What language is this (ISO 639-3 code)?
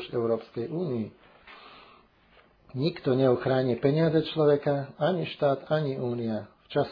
slk